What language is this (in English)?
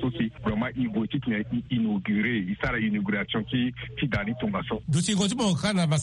Sango